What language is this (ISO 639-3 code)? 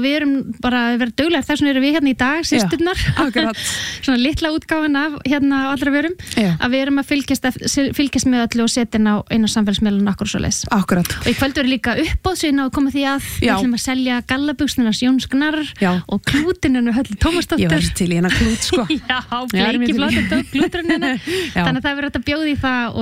isl